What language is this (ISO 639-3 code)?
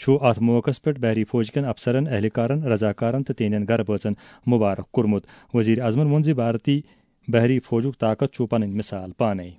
kas